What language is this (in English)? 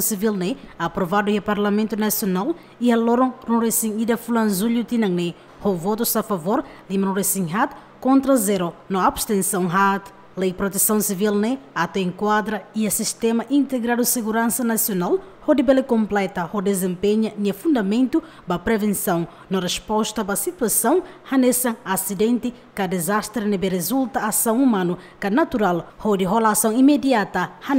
Tetum